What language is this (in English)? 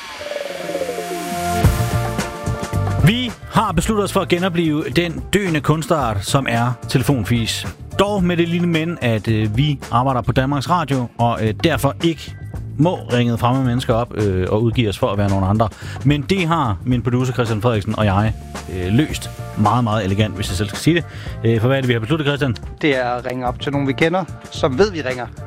Danish